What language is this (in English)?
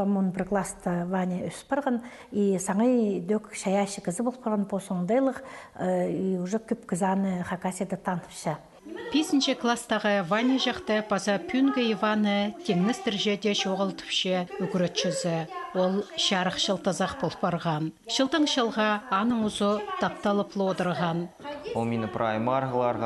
Khakas